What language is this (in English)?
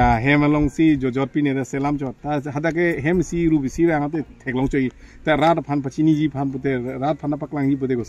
Karbi